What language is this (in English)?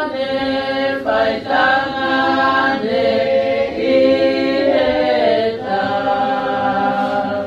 Tongan